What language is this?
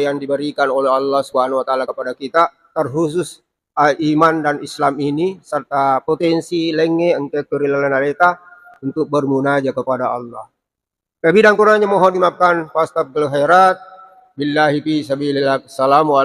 Buginese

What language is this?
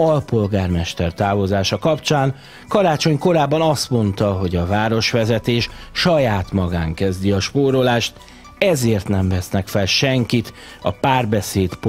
Hungarian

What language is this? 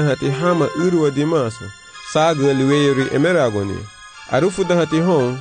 Garifuna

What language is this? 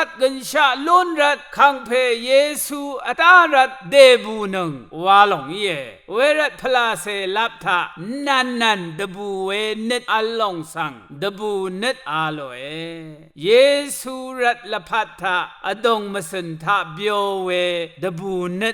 Rawang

